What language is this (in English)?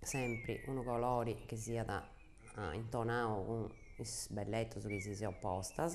Sardinian